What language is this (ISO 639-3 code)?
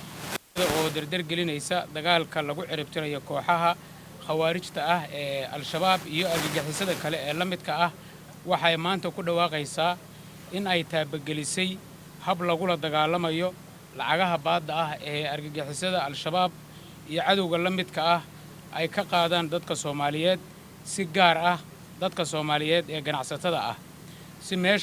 som